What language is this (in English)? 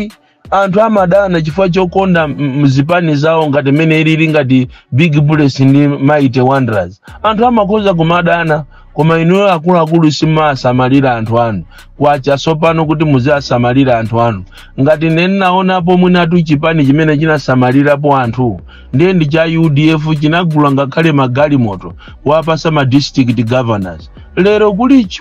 Nyanja